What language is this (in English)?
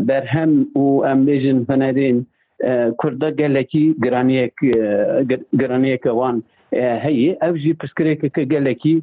Kurdish